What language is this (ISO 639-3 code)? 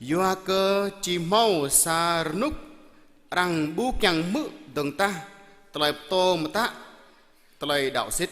jra